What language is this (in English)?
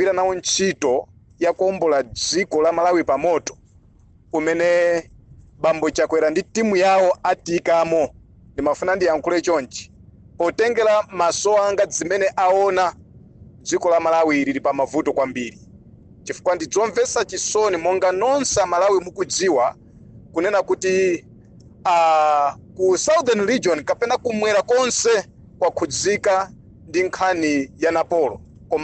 Nyanja